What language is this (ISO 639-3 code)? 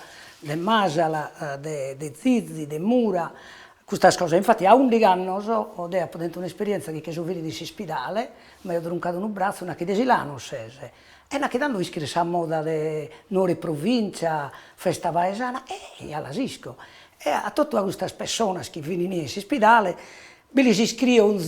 srd